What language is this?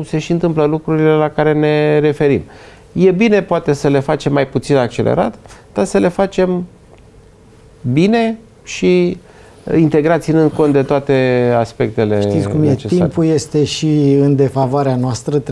Romanian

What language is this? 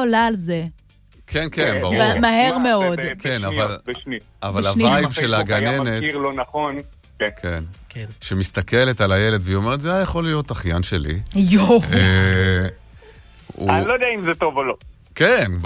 Hebrew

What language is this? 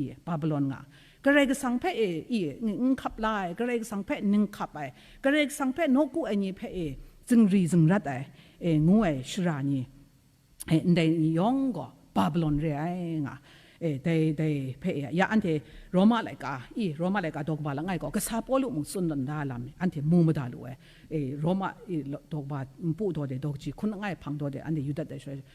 Kachin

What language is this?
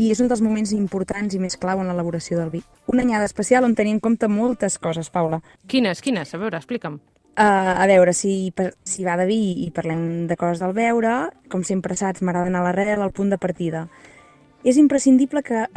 Catalan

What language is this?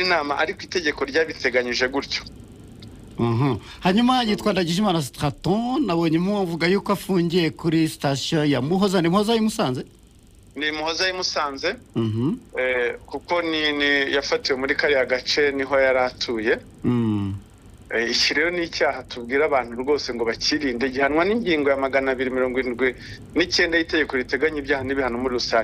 Kinyarwanda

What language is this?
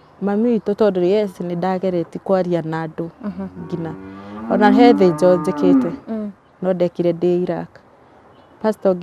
Kikuyu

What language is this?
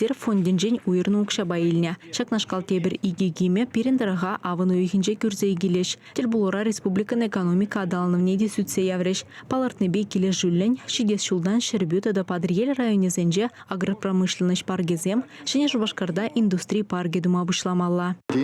Chuvash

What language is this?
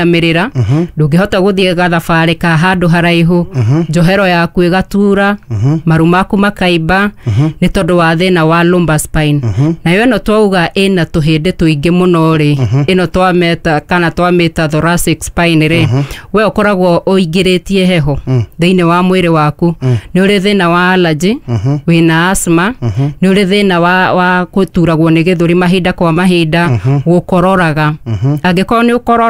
Kikuyu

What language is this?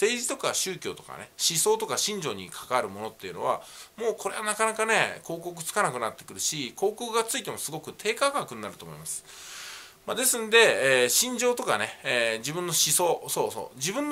Japanese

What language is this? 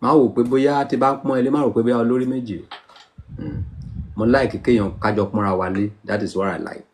Yoruba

